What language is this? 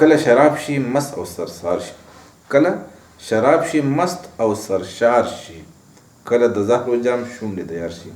Pashto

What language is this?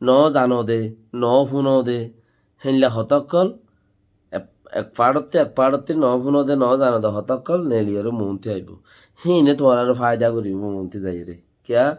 Rohingya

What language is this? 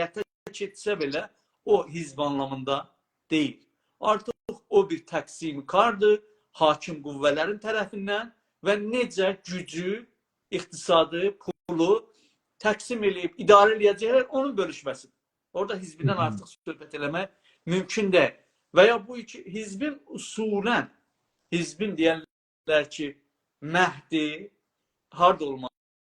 South Azerbaijani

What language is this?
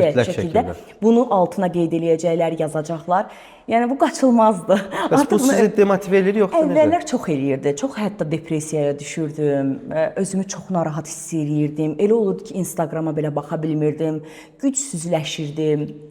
Azerbaijani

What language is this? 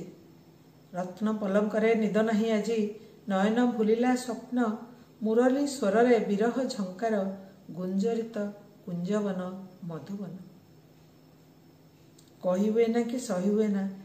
Odia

